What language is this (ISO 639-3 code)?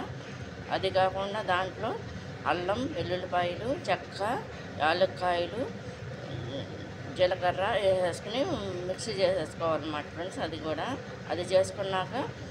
tel